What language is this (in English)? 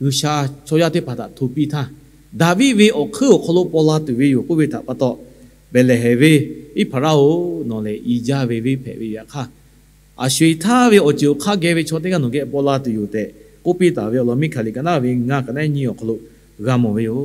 Lahu